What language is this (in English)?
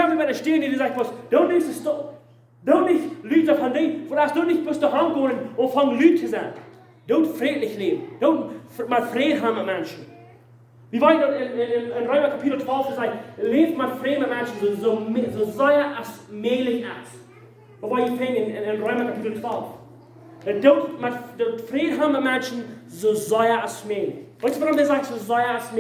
Plautdietsch